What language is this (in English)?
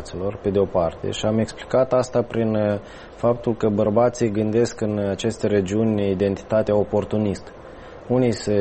Romanian